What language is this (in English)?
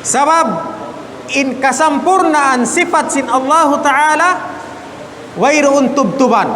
Tausug